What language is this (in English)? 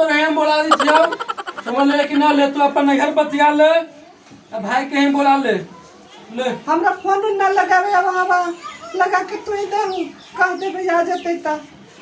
Magahi